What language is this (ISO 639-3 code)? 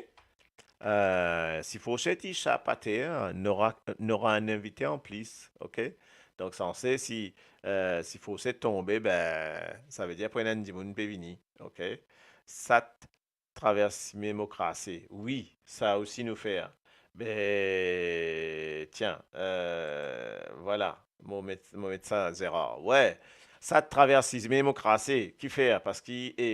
mfe